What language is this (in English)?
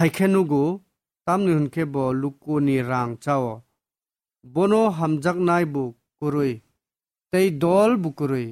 Kok Borok